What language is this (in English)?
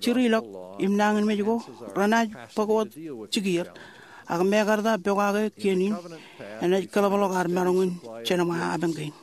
Marshallese